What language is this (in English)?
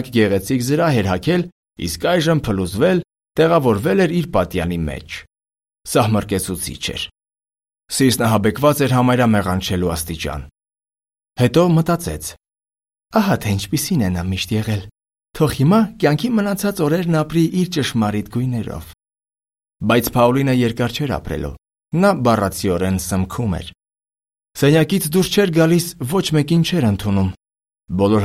Armenian